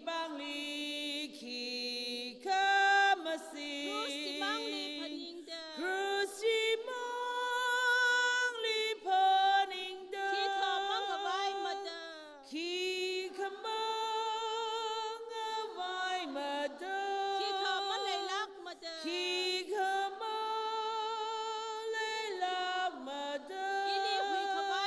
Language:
Tangkhul Naga (India)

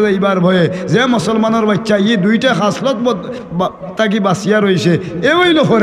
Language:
Sylheti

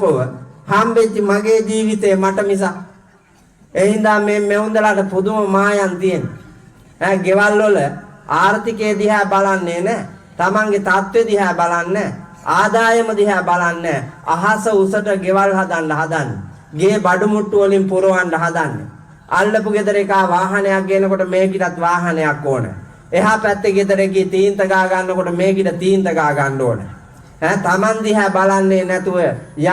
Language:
Sinhala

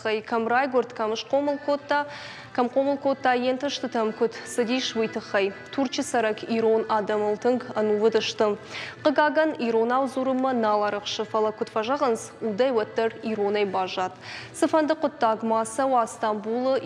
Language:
Ossetic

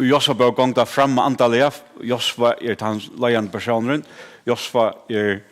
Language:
Faroese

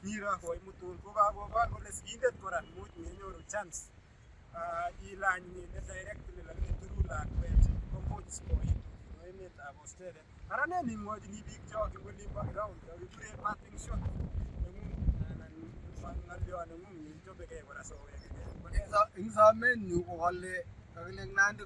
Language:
Kalenjin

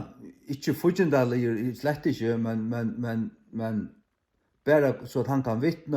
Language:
Faroese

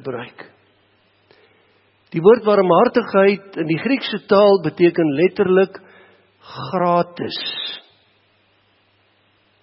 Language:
Afrikaans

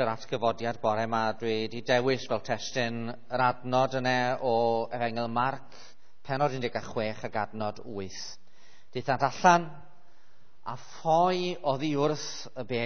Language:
Welsh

